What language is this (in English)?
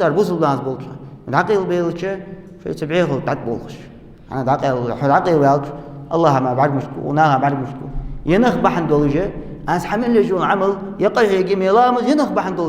Ingush